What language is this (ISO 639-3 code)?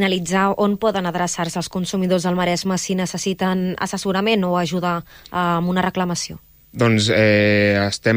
cat